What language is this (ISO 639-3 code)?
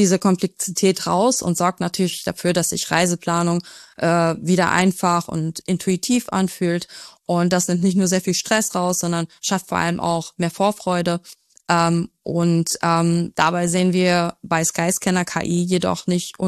deu